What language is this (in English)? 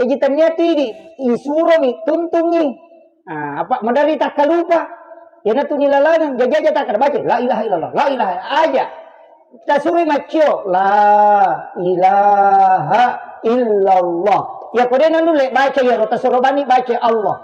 Buginese